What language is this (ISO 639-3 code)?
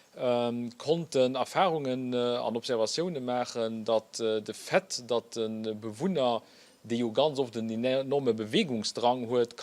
ltz